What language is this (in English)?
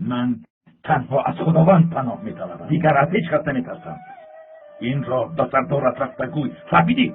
Tajik